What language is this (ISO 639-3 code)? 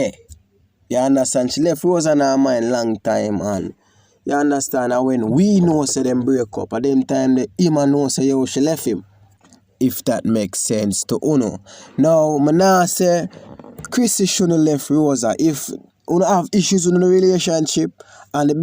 jam